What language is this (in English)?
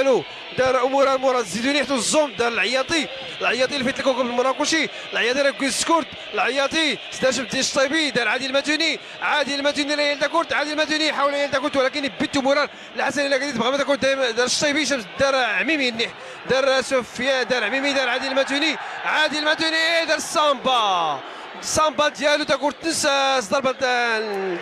Moroccan Arabic